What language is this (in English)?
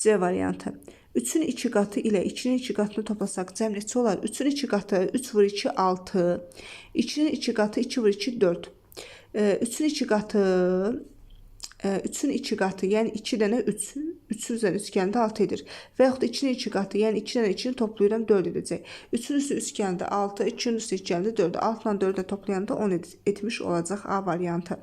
Azerbaijani